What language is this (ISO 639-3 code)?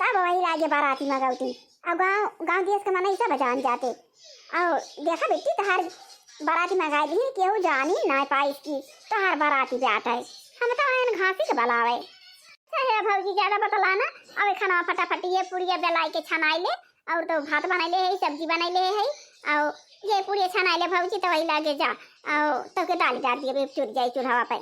awa